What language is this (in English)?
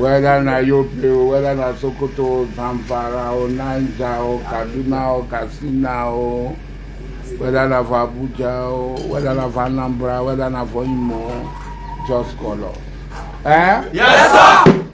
Nigerian Pidgin